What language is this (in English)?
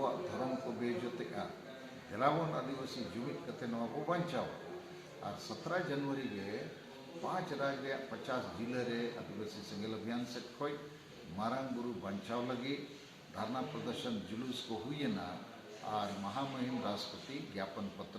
Santali